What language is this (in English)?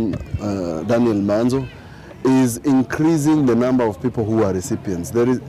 Kamba